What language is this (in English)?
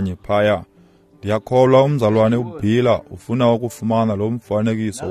Xhosa